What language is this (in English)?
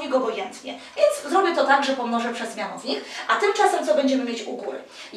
Polish